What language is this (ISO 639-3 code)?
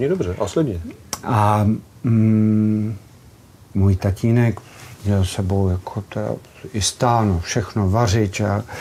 ces